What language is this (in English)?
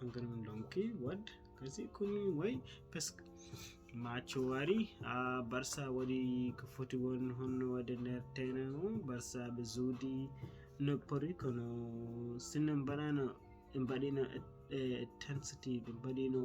Fula